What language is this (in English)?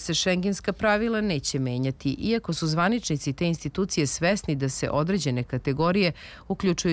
Serbian